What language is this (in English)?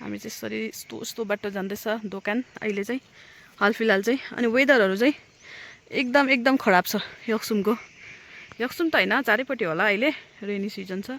Nepali